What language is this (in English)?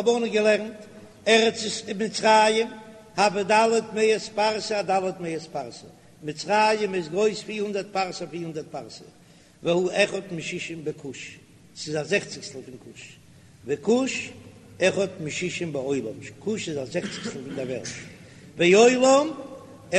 Yiddish